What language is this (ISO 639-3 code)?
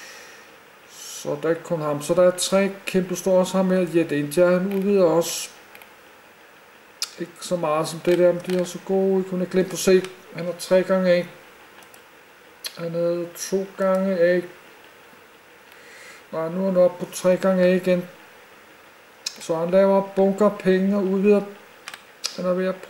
dan